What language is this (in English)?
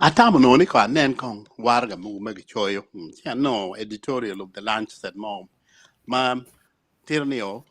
Acoli